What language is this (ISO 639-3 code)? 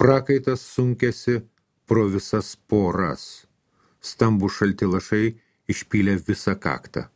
lit